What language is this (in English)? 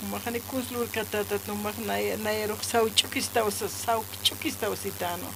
Aymara